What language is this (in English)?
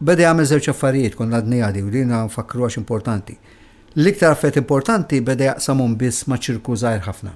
Maltese